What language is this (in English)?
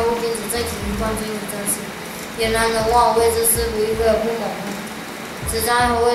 Literary Chinese